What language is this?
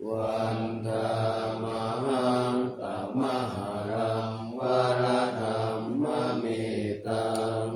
Pali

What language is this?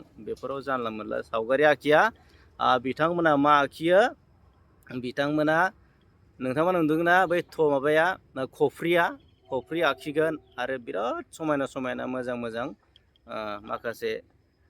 Bodo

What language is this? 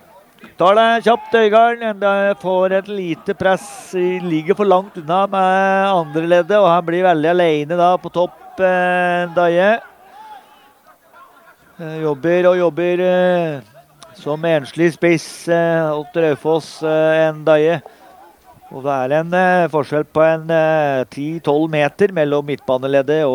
Norwegian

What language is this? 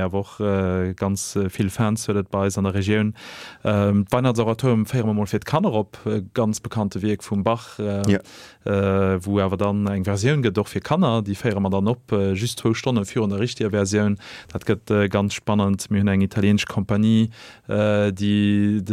Luxembourgish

